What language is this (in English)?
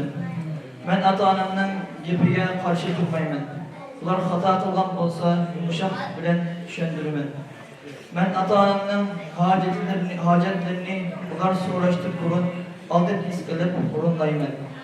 Uyghur